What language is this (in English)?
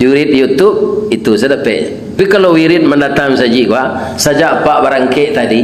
Minangkabau